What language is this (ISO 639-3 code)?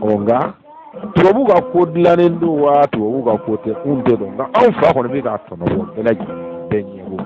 bam